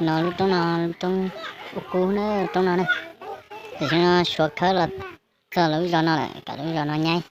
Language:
Hmong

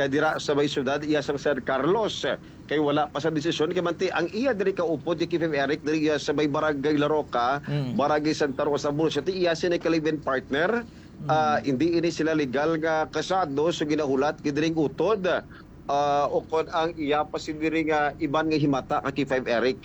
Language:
Hiligaynon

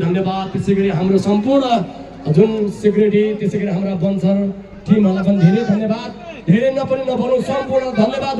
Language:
Nepali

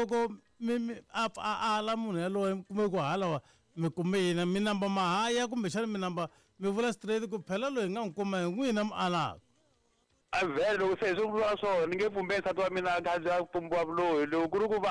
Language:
Tsonga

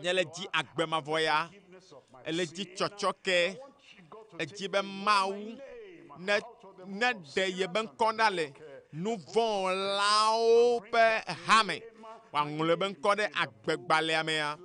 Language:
Ewe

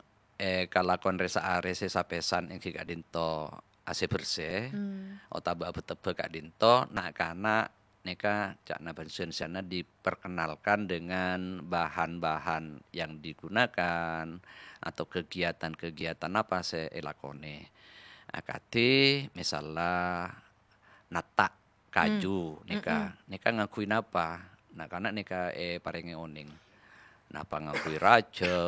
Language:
Madurese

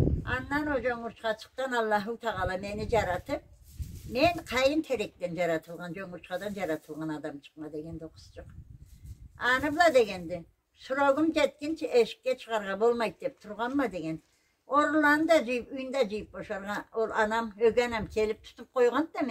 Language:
Karachay-Balkar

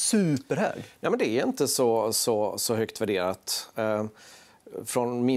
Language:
Swedish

